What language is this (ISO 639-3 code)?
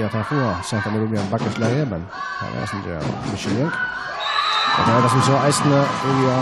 fao